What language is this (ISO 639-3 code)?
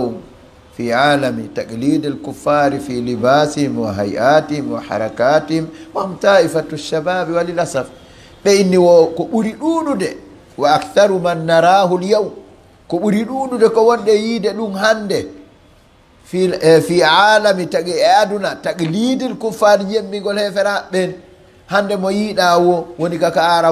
ful